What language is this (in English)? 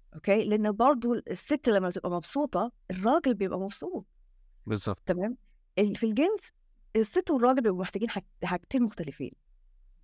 Egyptian Arabic